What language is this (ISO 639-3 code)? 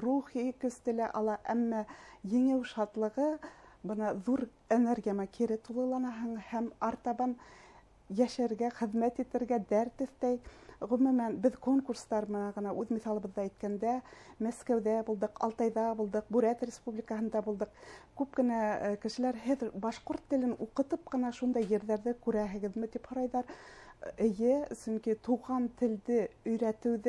bak